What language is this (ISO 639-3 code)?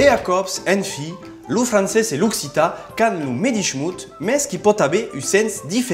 oci